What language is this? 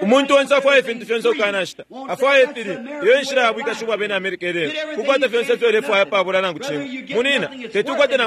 Bemba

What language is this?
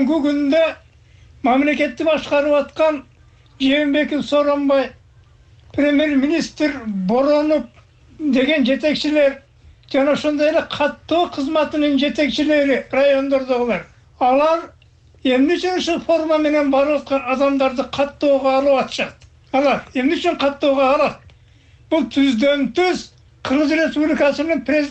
Kyrgyz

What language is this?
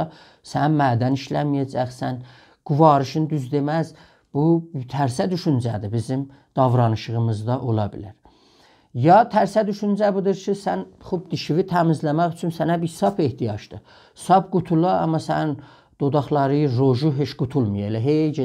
South Azerbaijani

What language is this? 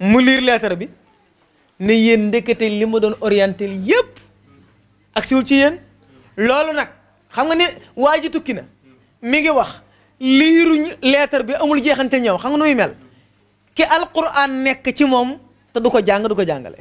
Wolof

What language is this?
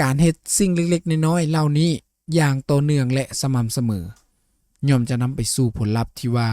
Lao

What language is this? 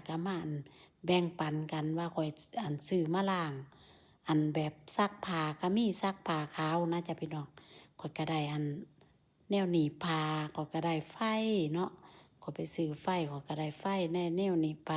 Northeastern Thai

